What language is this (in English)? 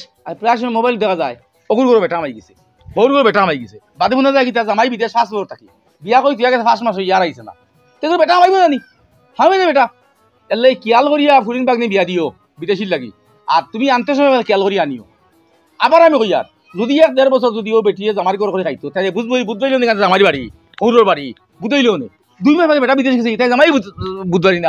Sylheti